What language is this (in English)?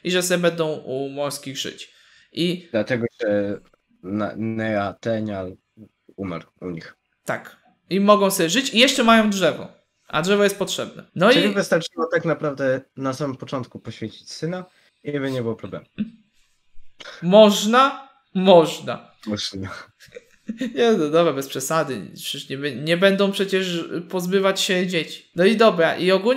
Polish